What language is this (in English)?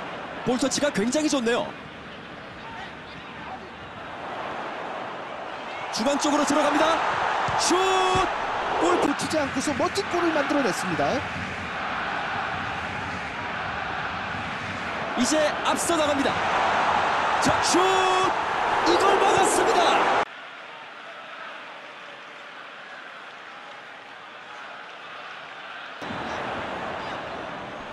Korean